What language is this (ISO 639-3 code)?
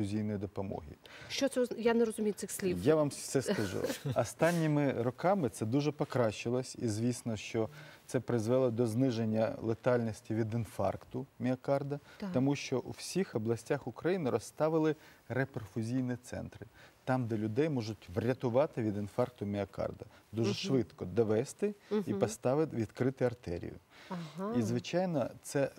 ukr